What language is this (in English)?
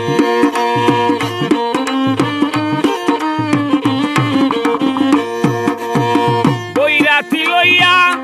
Sylheti